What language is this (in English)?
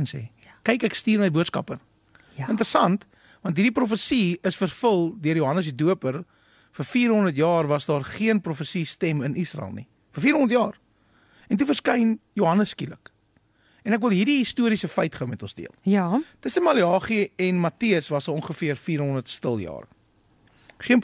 Afrikaans